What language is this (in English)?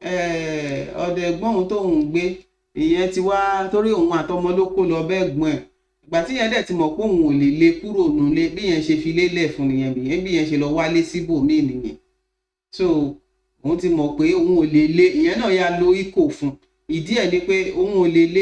Yoruba